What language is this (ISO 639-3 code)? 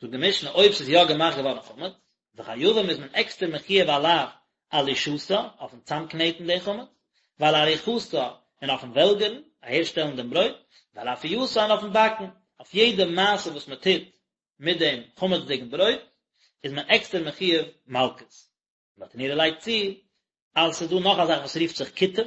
yid